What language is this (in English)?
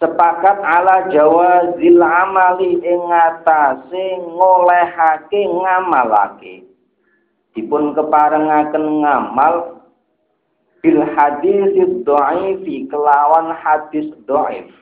Javanese